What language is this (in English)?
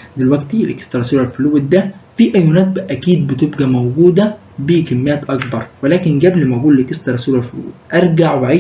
Egyptian Arabic